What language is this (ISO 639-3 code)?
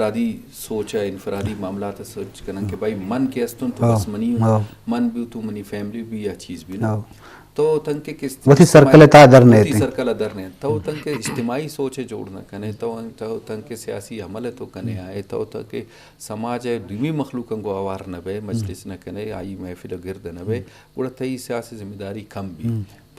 bgp